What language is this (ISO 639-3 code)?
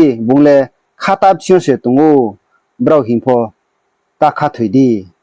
ria